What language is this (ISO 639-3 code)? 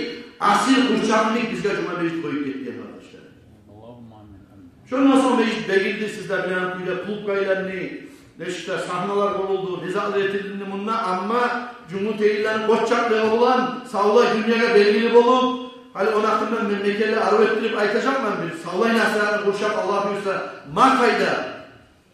kum